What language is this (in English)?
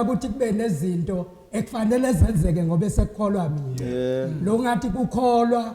Zulu